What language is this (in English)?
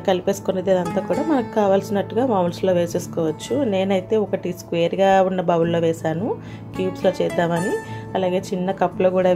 Telugu